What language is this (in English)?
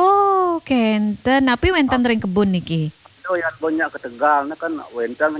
Balinese